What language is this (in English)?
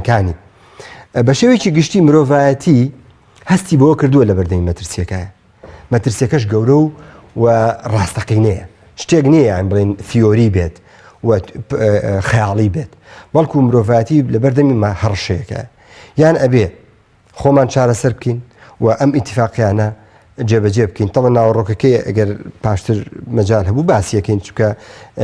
Central Kurdish